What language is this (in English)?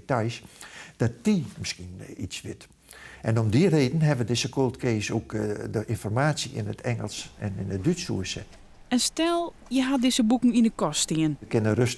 Western Frisian